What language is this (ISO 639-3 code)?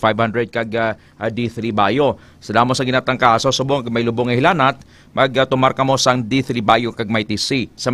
hil